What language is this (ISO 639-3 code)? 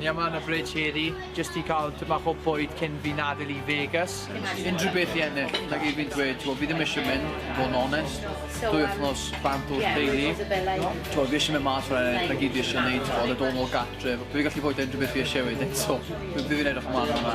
cym